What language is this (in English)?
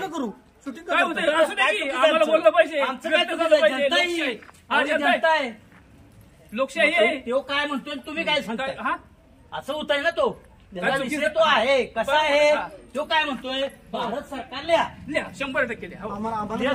Marathi